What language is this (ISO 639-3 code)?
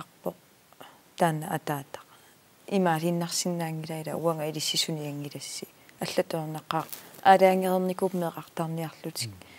kal